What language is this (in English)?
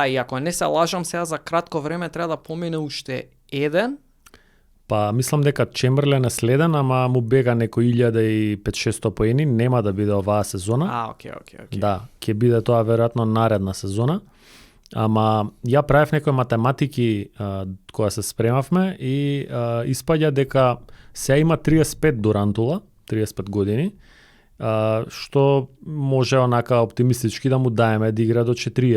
Macedonian